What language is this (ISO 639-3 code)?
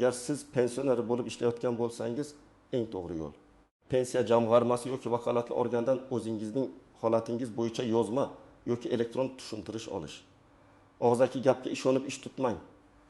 uzb